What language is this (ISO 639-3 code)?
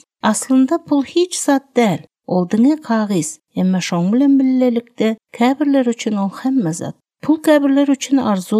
tuk